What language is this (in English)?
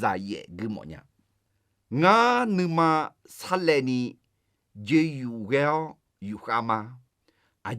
Akha